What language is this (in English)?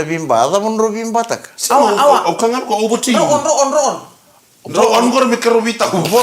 Fijian